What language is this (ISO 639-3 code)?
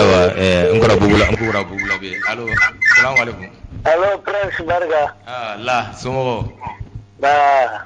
bam